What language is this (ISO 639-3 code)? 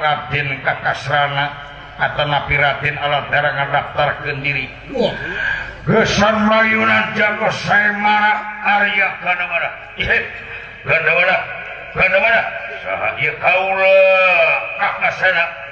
sun